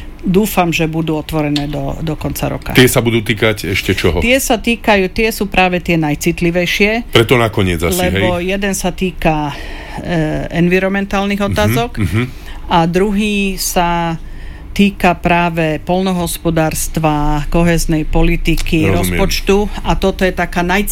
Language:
Slovak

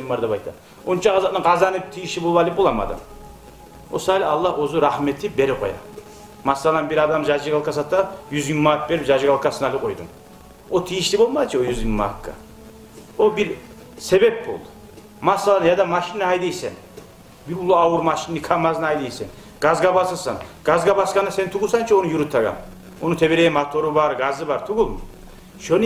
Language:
Kumyk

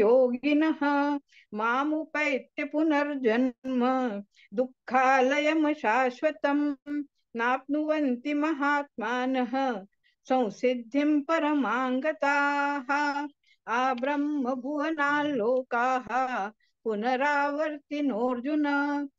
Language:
Sanskrit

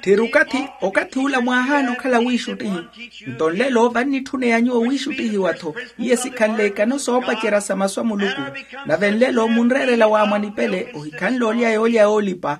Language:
Makhuwa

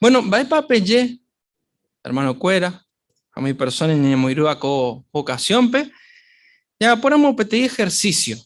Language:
Guarani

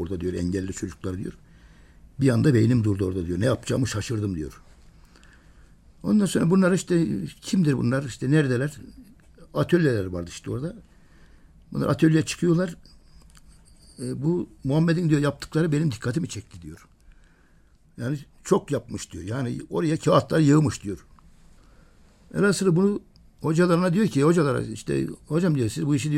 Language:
Turkish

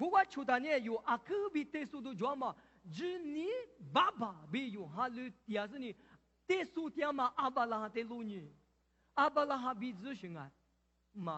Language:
Lisu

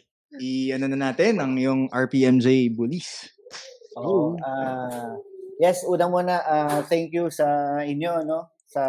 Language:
Filipino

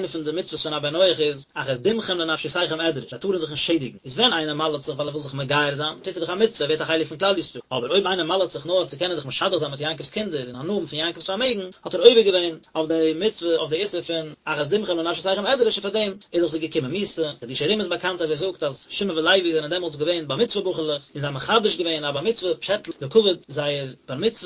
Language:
Yiddish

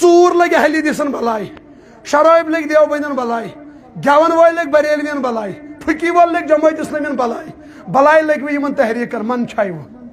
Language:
Kashmiri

